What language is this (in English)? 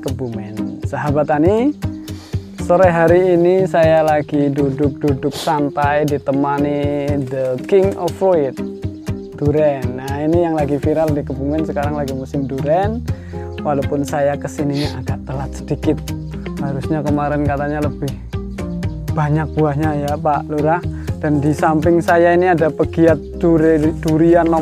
Indonesian